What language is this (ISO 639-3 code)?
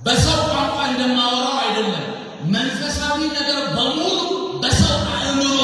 amh